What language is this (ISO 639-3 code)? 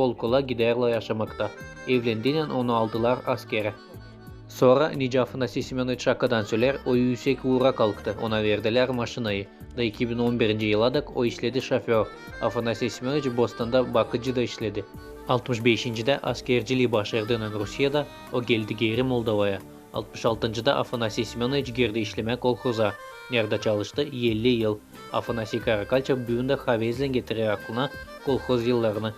gag